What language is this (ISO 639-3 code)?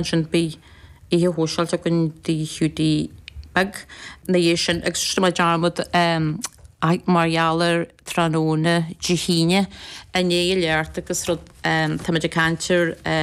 gle